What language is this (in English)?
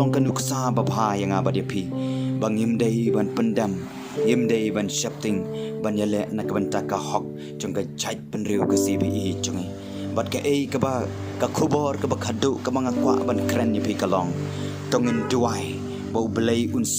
Khasi